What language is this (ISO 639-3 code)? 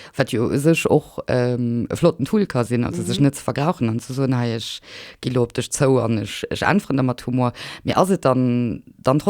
ltz